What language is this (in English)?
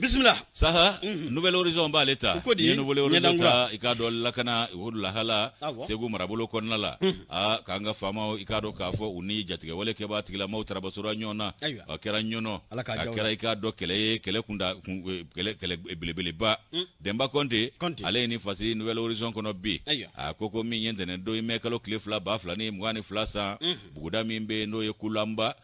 Bambara